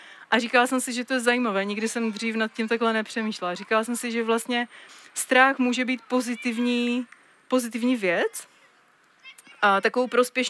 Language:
Czech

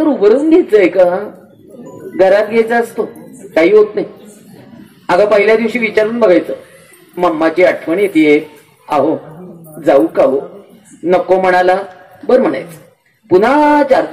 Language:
Marathi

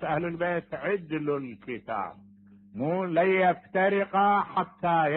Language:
Mesopotamian Arabic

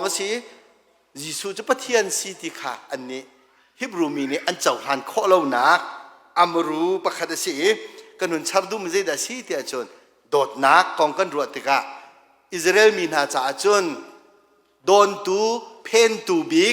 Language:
Hakha Chin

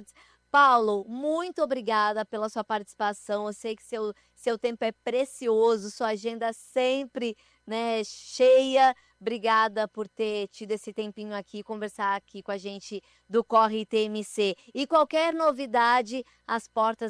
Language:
Portuguese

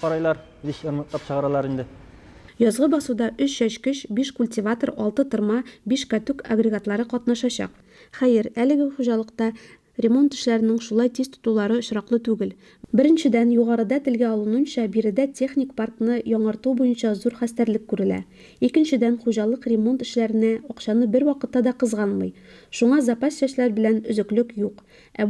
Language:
Tatar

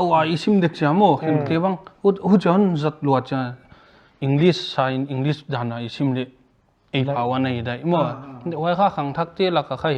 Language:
Paite Chin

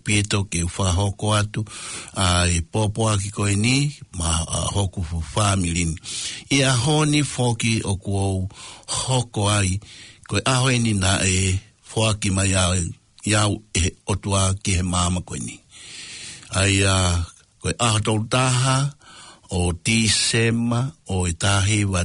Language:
Tongan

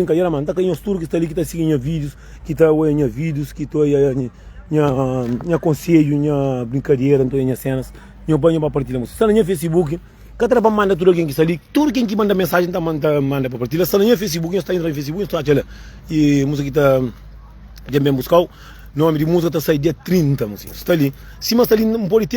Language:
Kabuverdianu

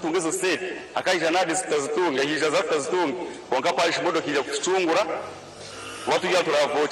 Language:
Nyankole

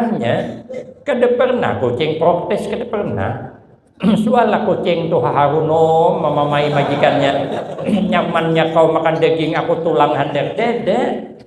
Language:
Banjar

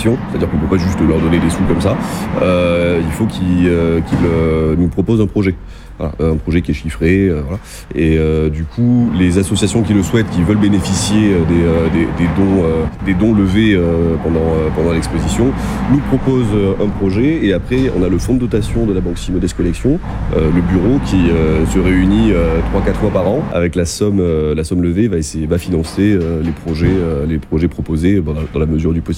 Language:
French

